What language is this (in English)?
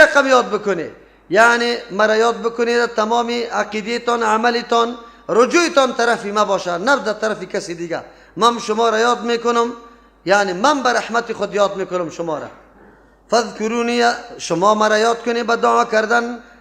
Persian